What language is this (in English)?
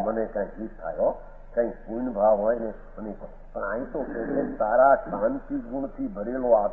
Gujarati